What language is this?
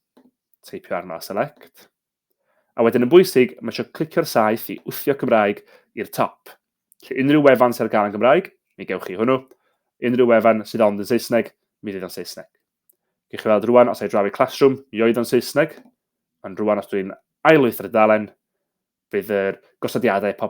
Welsh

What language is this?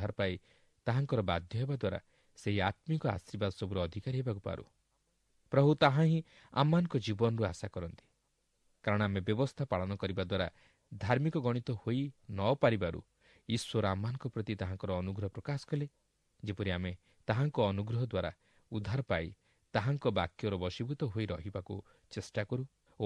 Odia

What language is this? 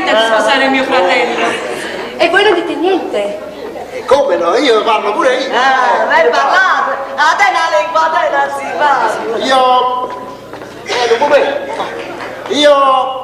Neapolitan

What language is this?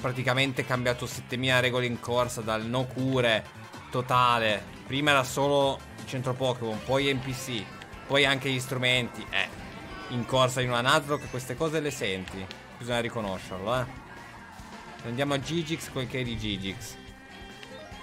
Italian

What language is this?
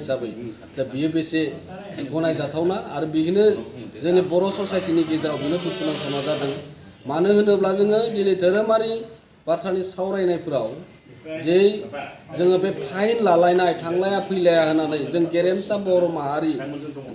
Bodo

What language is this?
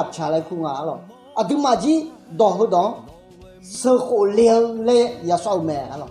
Akha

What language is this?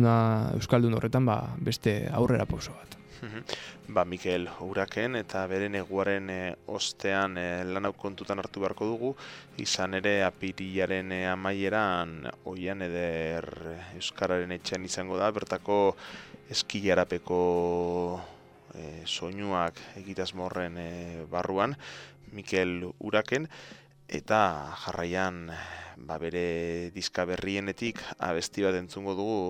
Basque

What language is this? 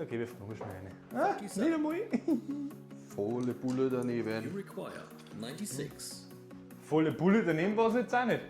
Bavarian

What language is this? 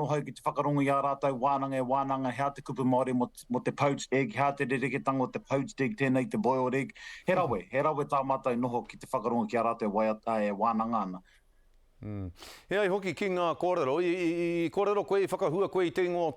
Māori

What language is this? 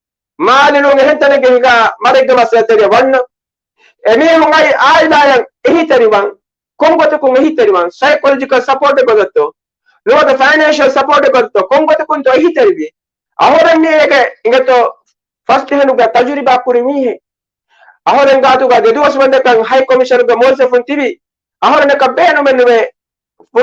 Divehi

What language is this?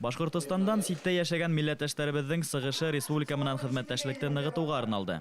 Bashkir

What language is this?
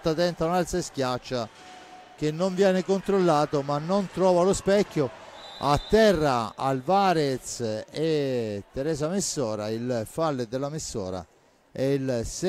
Italian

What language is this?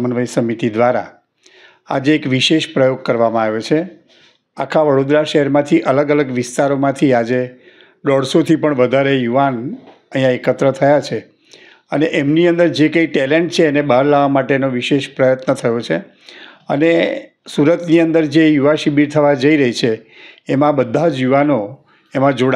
Gujarati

